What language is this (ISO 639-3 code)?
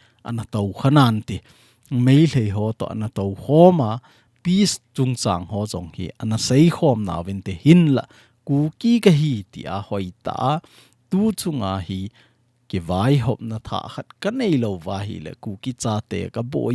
tcz